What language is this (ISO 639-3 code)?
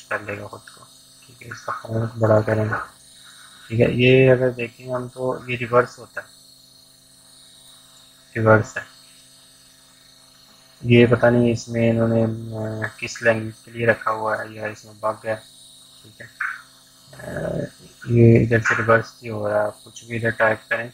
hin